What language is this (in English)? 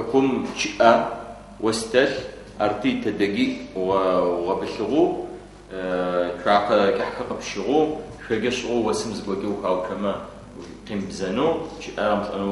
Adyghe